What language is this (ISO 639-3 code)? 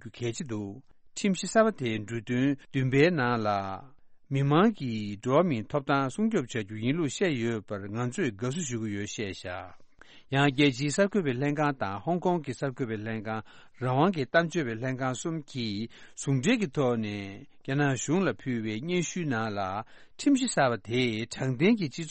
bod